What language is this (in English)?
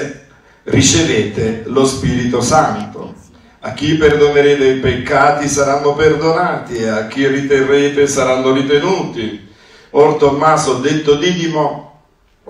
Italian